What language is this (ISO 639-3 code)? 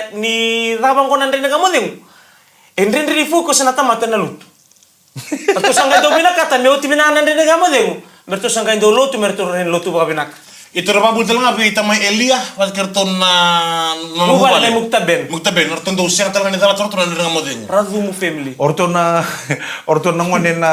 fij